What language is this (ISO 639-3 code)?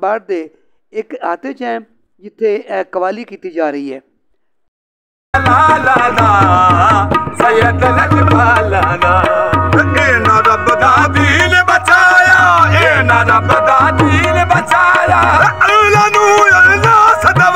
pan